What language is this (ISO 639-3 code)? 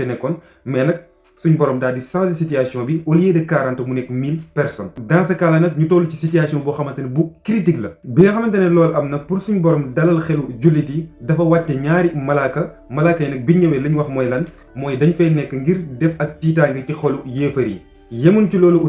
wol